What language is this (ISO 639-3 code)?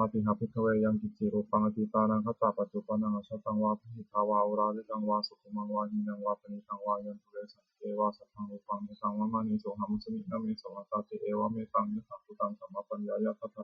pli